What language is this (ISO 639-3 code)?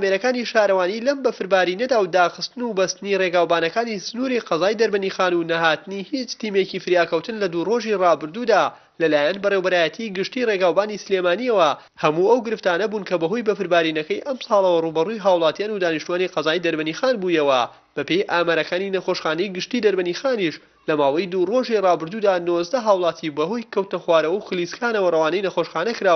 ckb